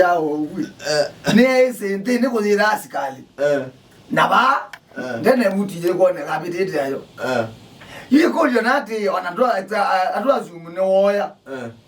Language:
Kamba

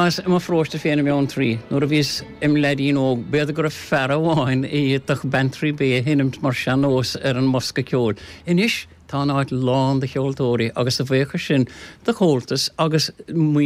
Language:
Irish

